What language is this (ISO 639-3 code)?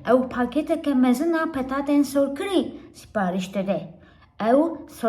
kur